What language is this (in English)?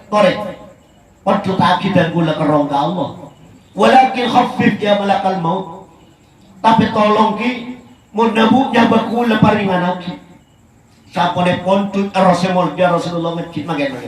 Madurese